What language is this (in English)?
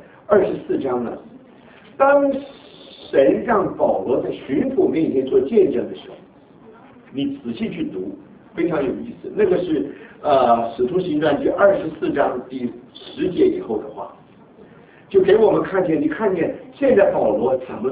Chinese